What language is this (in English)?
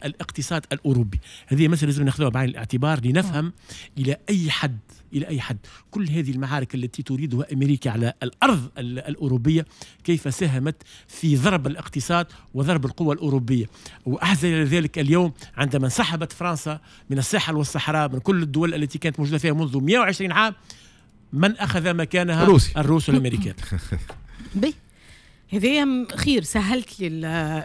Tunisian Arabic